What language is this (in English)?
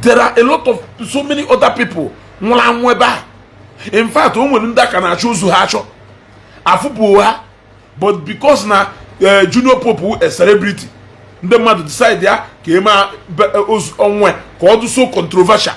Igbo